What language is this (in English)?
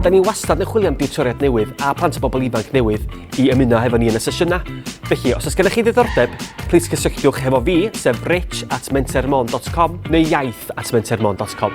Welsh